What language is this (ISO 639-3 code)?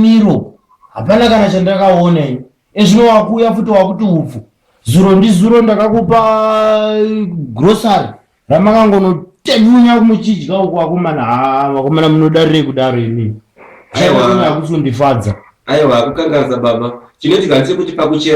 sna